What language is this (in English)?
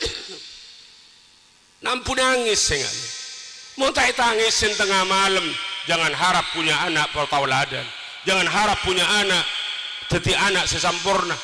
Madurese